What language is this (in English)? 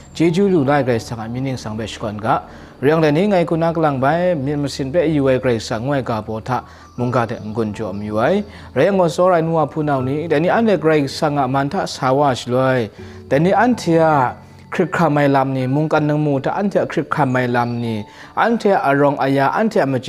Kachin